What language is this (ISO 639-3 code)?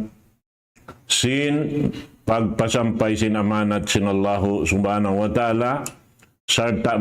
tsg